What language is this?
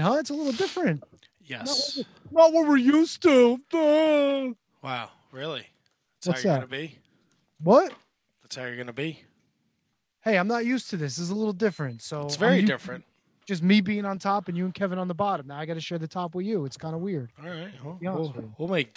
English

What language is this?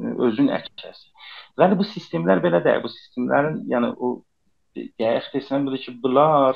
South Azerbaijani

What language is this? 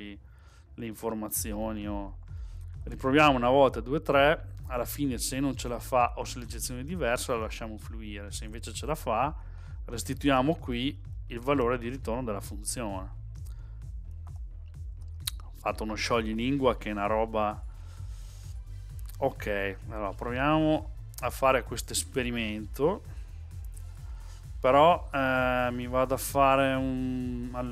Italian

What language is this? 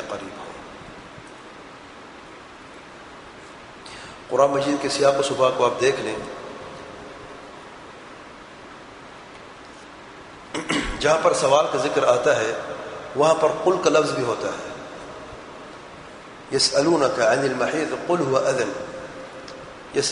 Urdu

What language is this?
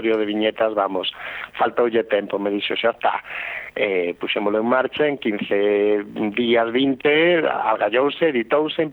Galician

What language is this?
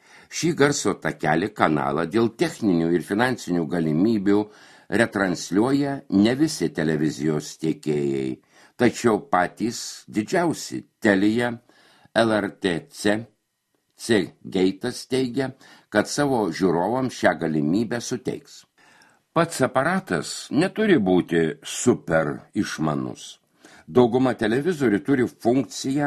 Lithuanian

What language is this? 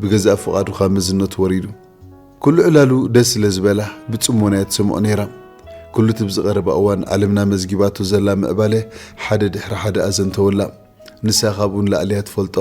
Tigrinya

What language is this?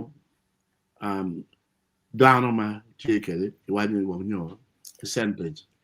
Acoli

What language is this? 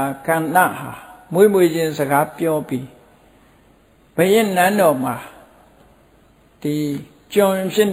Burmese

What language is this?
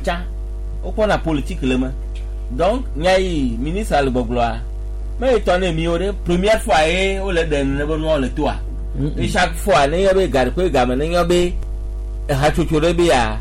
Gen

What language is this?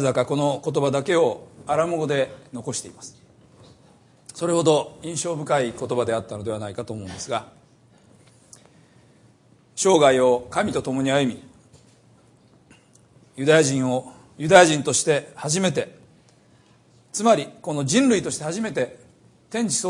Japanese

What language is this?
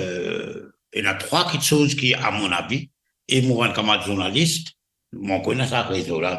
Morisyen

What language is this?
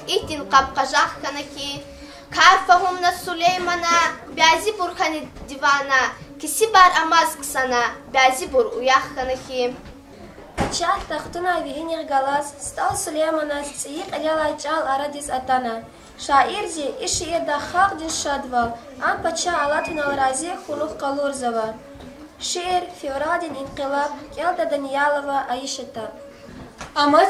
Lezghian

